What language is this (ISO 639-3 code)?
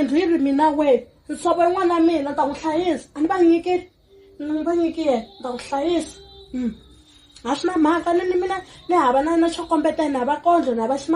tso